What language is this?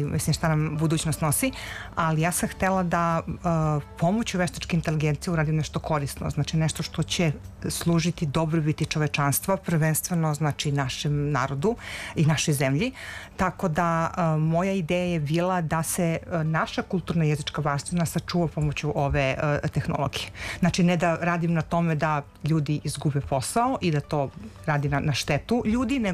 Serbian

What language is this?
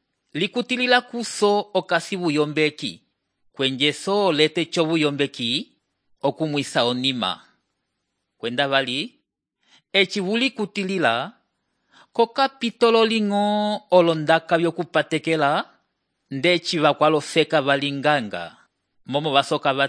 Umbundu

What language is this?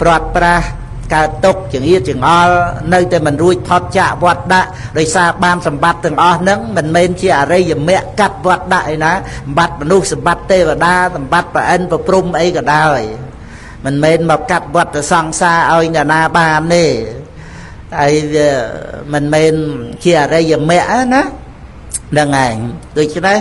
Khmer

